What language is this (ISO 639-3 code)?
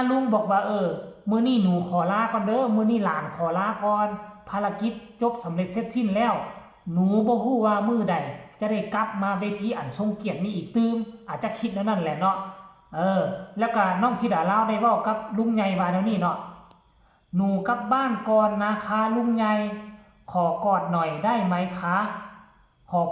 lao